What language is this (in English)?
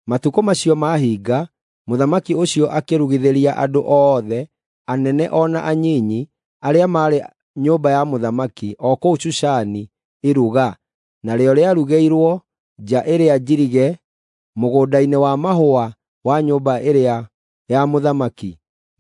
Kikuyu